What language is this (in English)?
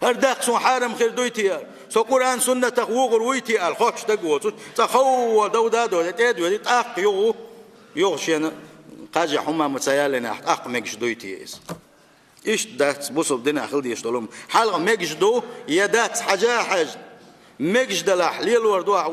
Chechen